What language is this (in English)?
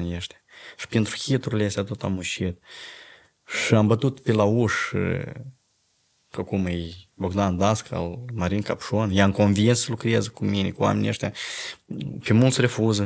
Romanian